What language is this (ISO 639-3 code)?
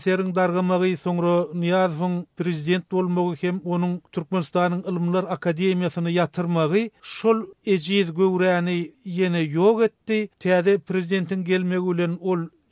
tuk